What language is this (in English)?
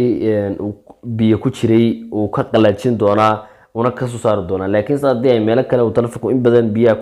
Somali